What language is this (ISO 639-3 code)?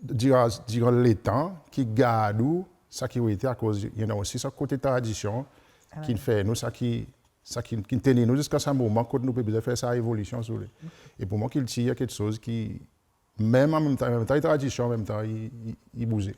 crs